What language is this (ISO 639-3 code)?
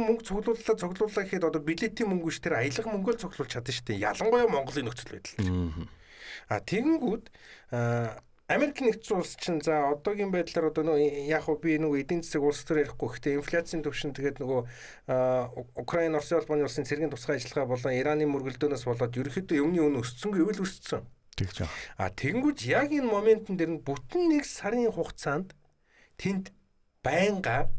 mon